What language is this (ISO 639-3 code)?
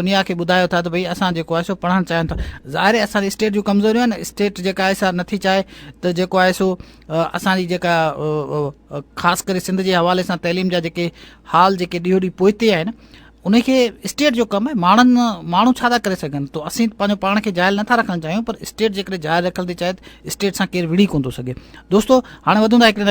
snd